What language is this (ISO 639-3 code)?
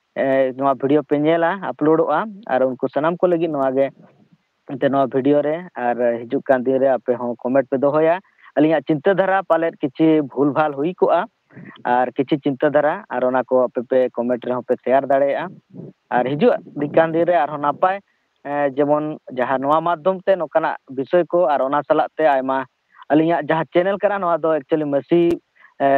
sat